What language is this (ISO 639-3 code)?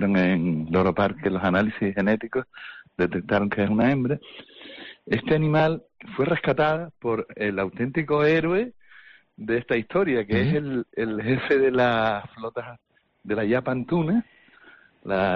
spa